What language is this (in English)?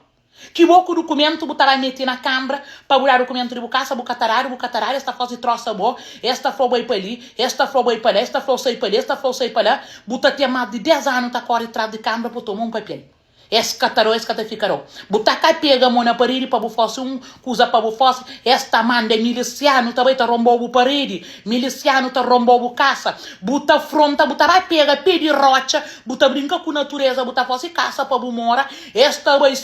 Kabuverdianu